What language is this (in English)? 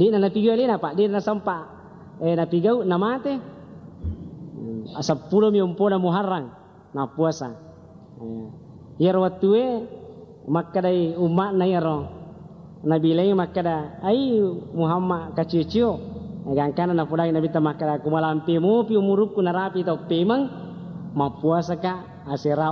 Buginese